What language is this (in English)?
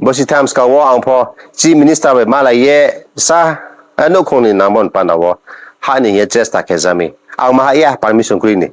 Riang (India)